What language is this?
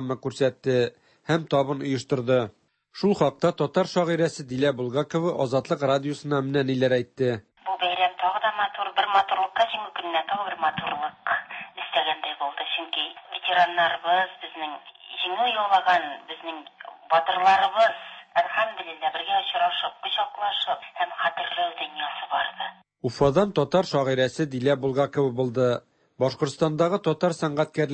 Tatar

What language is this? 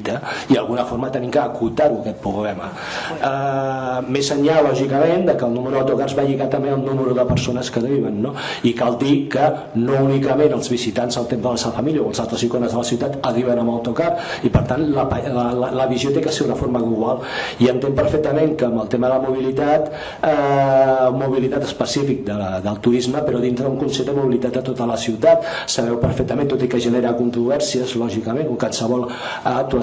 Catalan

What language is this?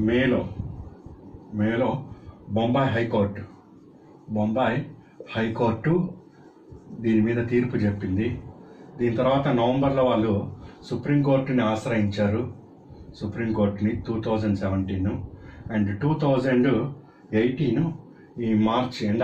Telugu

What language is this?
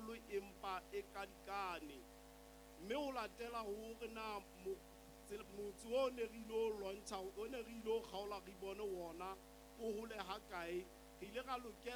Southern Sotho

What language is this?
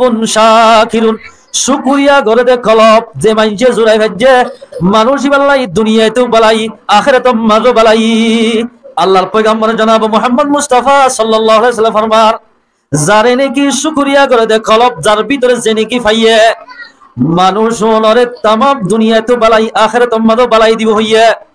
Rohingya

